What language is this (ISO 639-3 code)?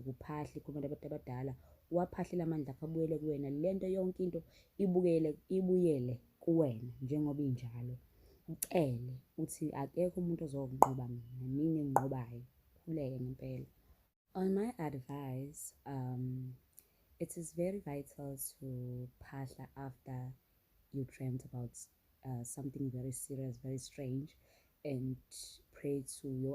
zul